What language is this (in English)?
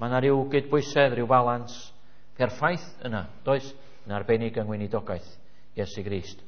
Welsh